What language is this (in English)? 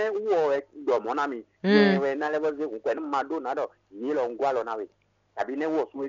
Fon